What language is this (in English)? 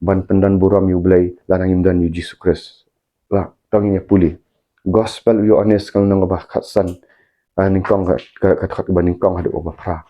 Khasi